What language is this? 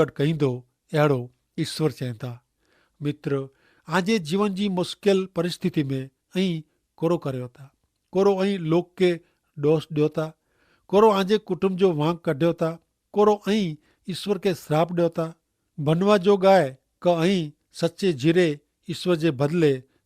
Kachhi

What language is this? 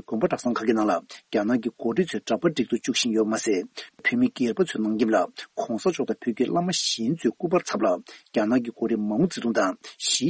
Tibetan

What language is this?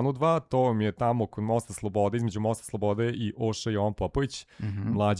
Serbian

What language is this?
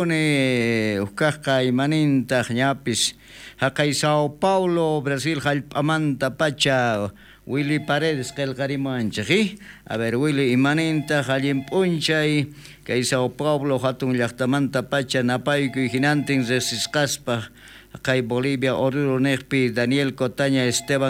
South Bolivian Quechua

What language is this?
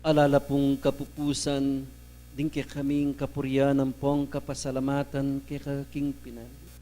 Pampanga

